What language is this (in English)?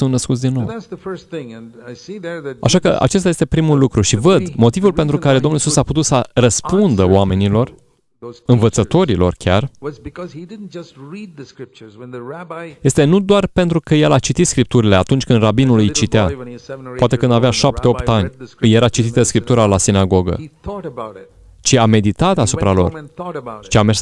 Romanian